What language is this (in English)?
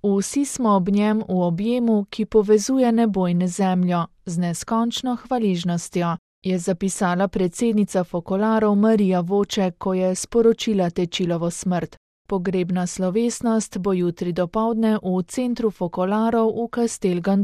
Slovenian